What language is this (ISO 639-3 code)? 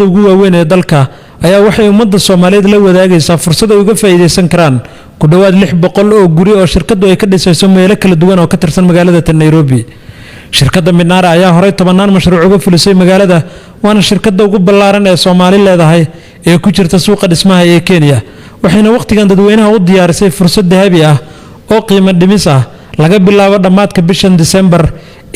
som